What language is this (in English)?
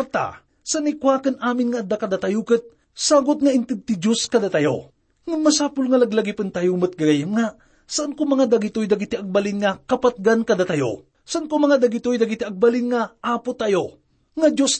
Iloko